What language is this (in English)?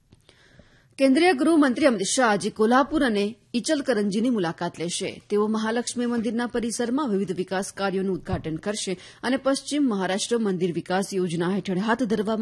Gujarati